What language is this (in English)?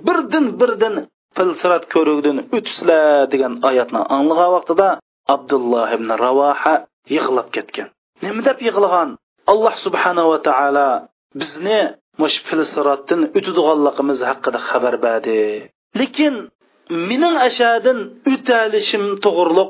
Uyghur